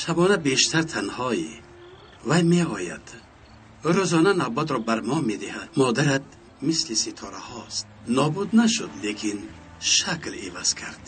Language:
Tajik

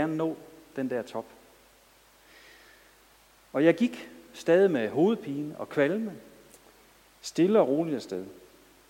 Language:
Danish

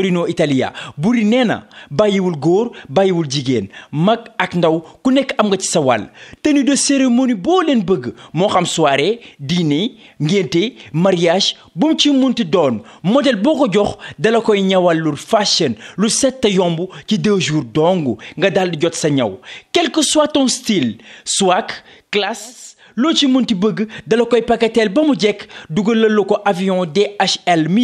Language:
Wolof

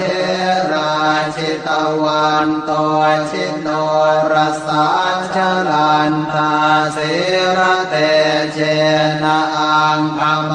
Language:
Pali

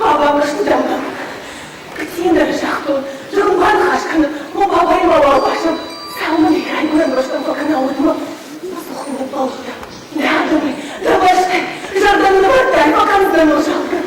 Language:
Ossetic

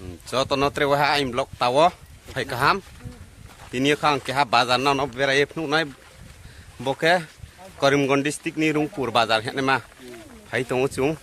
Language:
Riang (India)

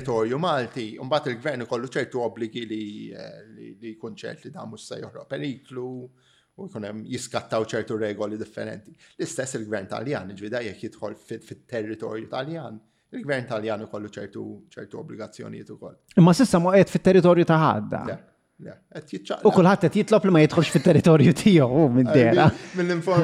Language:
Maltese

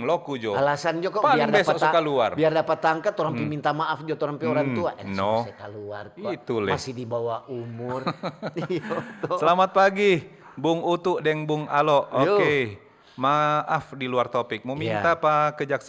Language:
Manado Malay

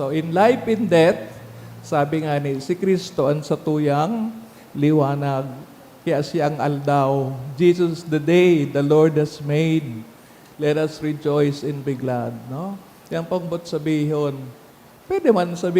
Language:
Bikol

